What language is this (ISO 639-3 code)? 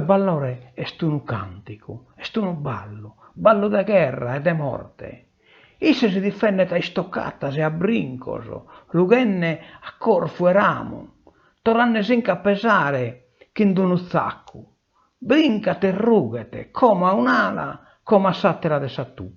srd